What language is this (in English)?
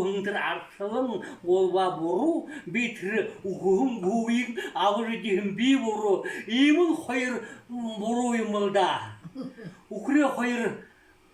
Buriat